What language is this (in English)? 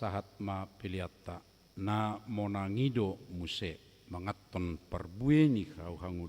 Batak Toba